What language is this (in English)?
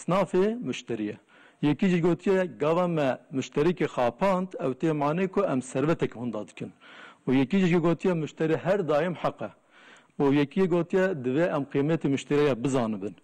Kurdish